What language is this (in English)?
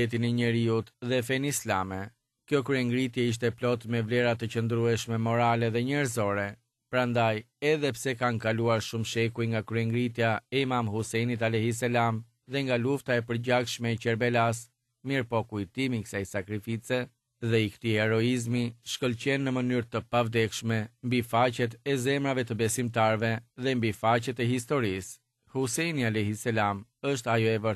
Albanian